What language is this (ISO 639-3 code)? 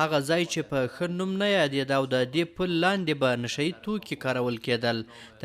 pus